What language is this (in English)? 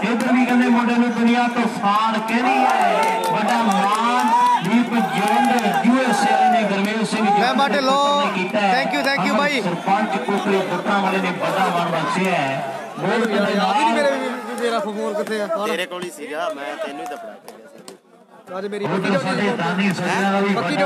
Punjabi